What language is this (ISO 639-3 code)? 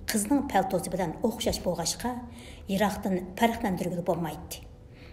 uig